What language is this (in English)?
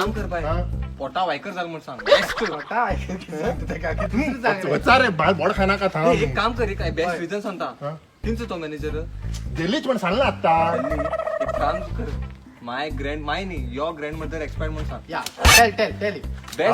Konkani